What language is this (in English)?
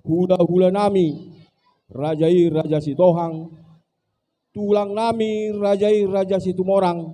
Batak Toba